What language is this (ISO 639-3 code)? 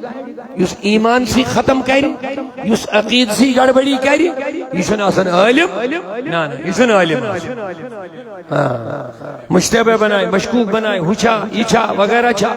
kas